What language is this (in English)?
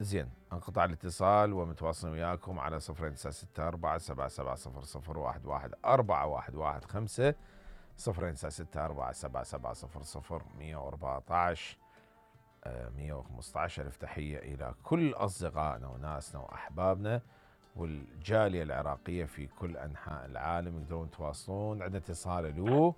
Mesopotamian Arabic